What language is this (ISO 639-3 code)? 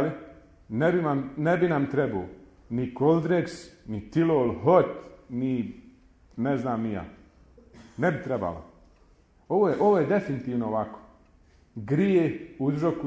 bos